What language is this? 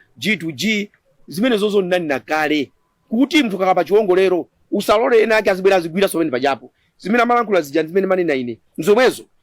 Nyanja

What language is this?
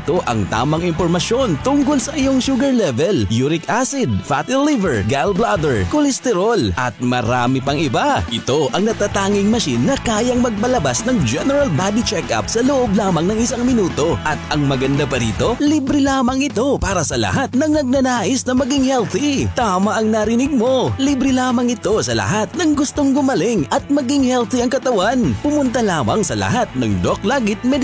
Filipino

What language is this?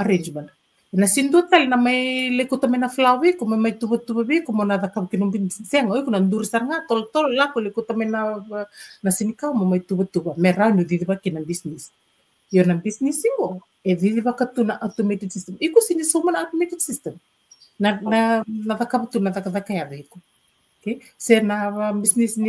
Fijian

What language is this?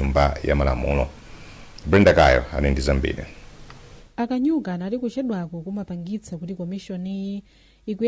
Nyanja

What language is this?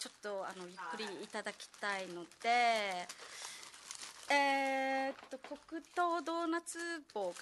Japanese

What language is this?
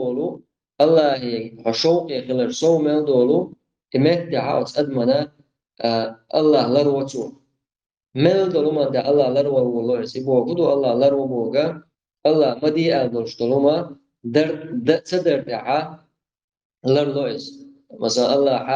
Chechen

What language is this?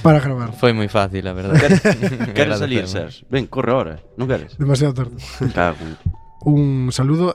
Galician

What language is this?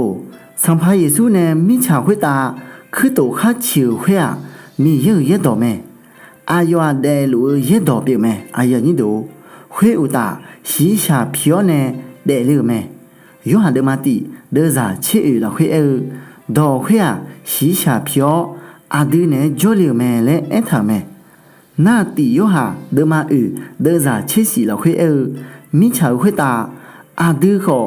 Akha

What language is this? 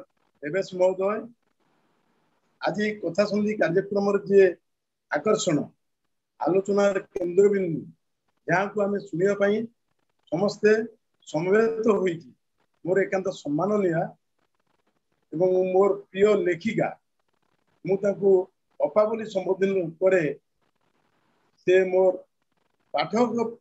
Odia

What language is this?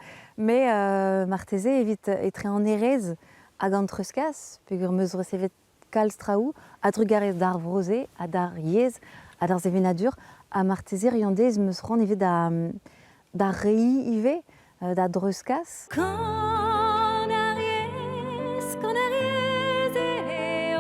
Breton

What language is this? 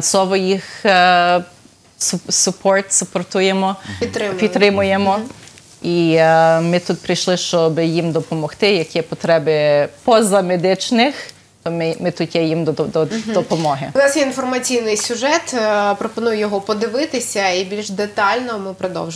Ukrainian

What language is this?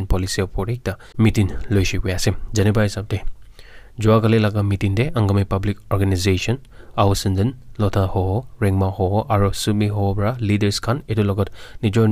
Naga Pidgin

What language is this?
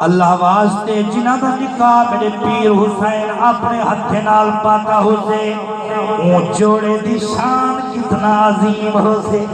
Saraiki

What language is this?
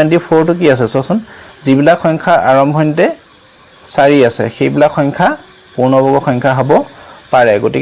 Assamese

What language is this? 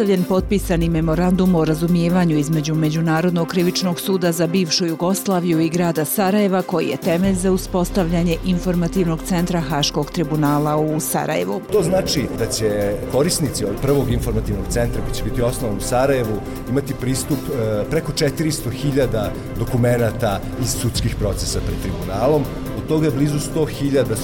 Bosnian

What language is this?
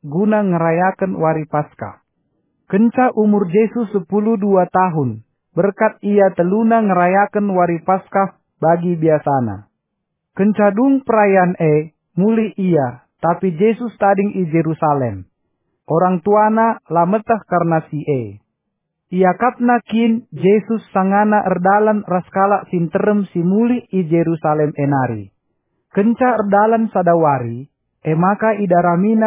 Batak Karo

